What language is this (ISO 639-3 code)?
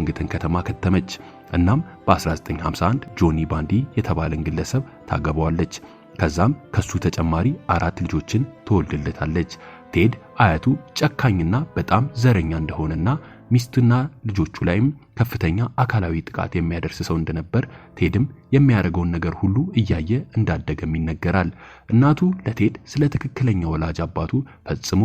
amh